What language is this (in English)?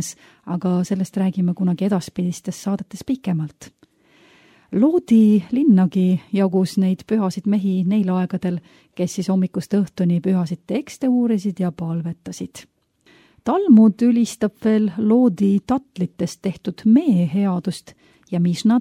Estonian